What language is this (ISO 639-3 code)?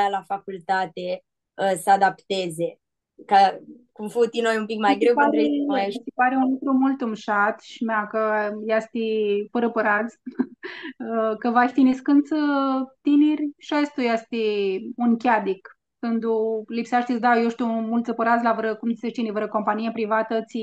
rup